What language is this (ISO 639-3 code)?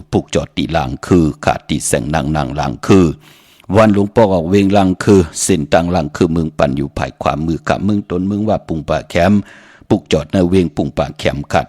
shn